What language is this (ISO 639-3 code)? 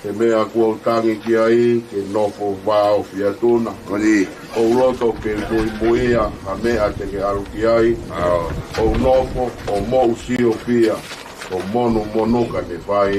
ton